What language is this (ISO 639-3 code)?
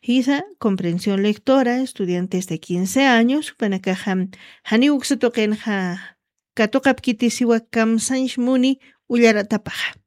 aym